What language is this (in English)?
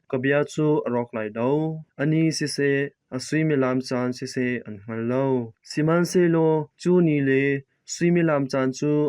Hakha Chin